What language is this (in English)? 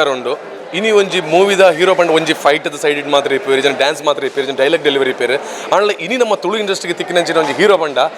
Tulu